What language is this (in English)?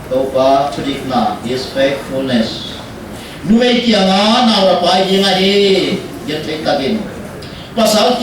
Paite Chin